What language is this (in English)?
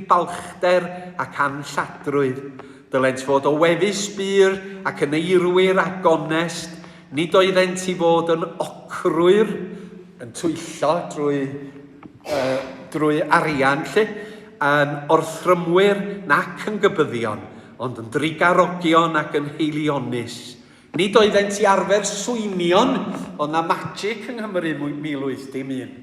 Welsh